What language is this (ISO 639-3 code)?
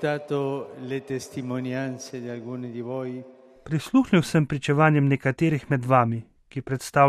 slv